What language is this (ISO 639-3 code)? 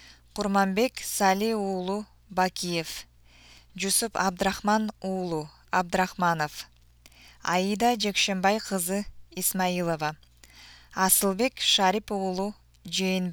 kir